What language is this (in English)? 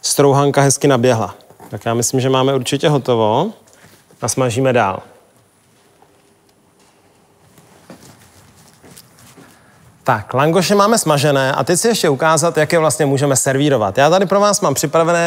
Czech